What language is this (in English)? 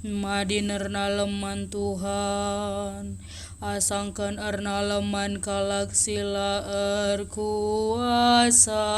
Batak Karo